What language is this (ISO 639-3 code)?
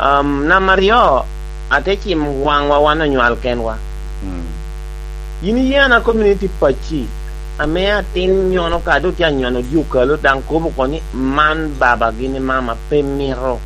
laj